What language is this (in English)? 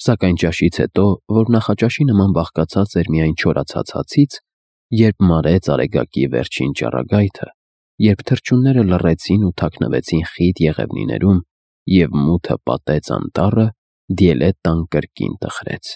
Armenian